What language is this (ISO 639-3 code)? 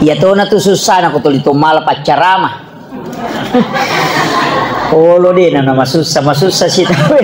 bug